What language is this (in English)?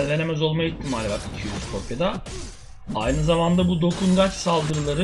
Turkish